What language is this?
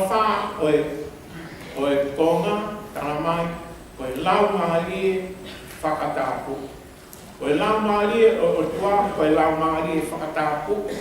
Tongan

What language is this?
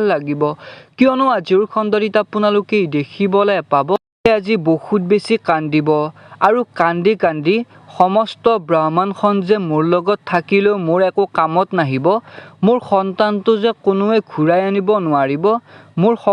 Assamese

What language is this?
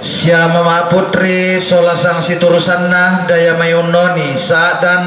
Toraja-Sa'dan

